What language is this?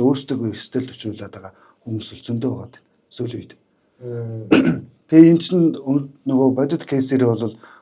Mongolian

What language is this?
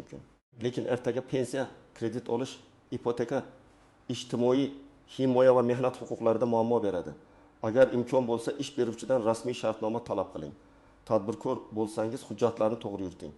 Uzbek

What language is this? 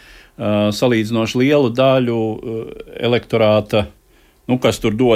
Latvian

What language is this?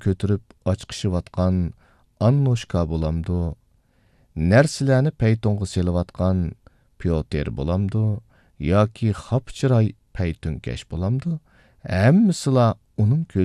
Uyghur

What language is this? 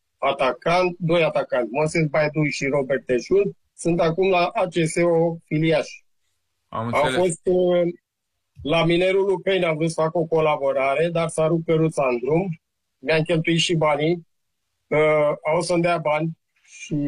Romanian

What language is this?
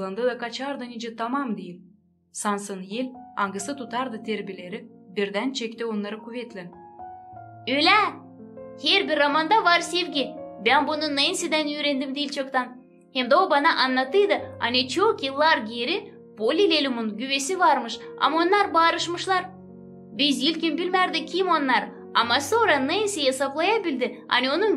Gagauz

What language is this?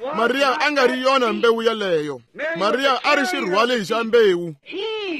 Tsonga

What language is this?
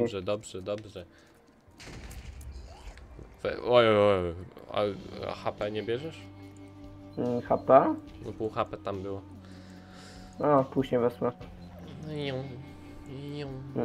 Polish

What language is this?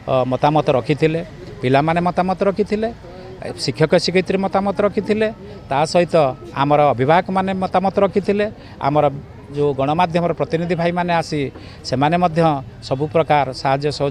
Odia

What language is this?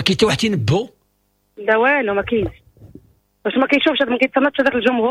Moroccan Arabic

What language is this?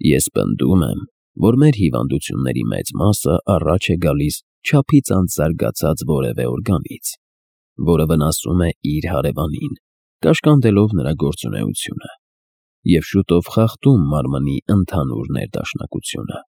Armenian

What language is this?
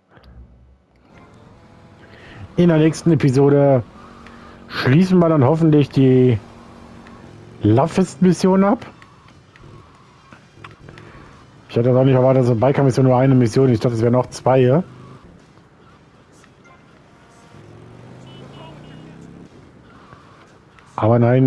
German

